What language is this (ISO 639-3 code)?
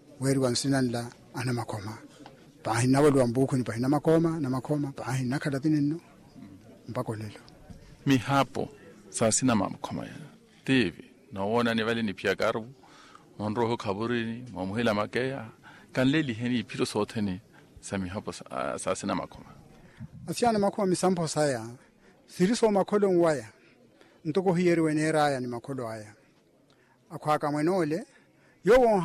vmw